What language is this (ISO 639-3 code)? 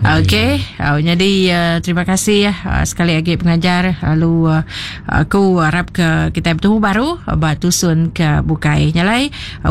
iba